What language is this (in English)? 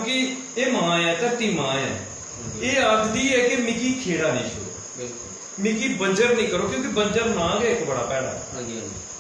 Dogri